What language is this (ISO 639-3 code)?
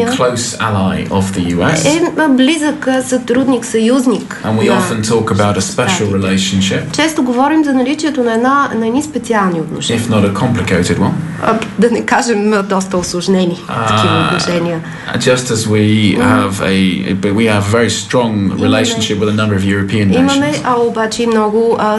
bul